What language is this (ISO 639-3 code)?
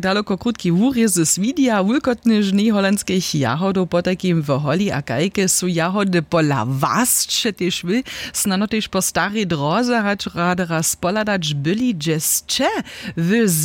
hsb